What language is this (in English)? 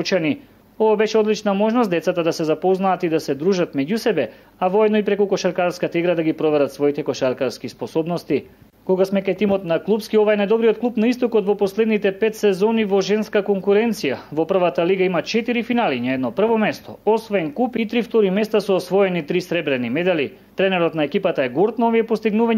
Macedonian